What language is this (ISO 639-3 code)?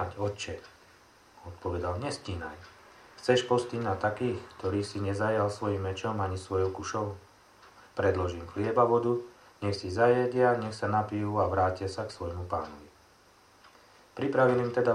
slk